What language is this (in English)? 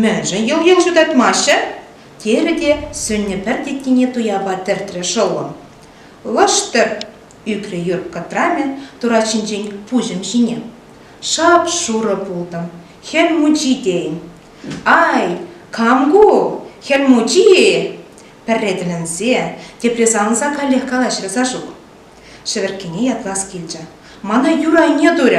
Chuvash